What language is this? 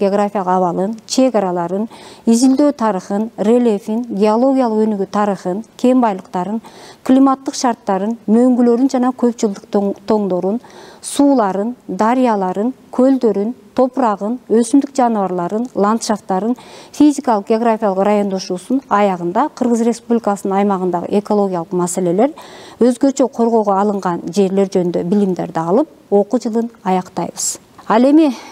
Kyrgyz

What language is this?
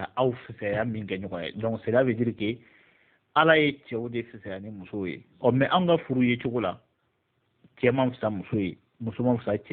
Bambara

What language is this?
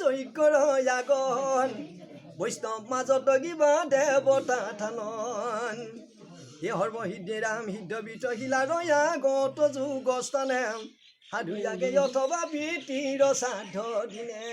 Assamese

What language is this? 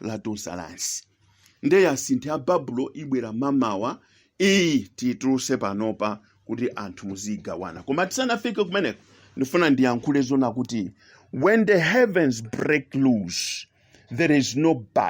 Nyanja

